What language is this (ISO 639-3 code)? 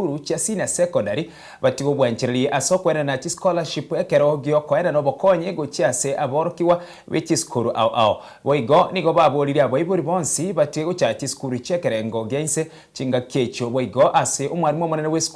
guz